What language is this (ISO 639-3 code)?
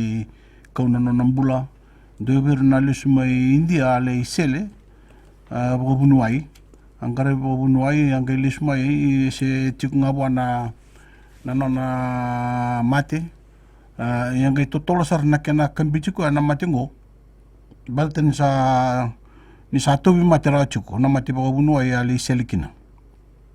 fij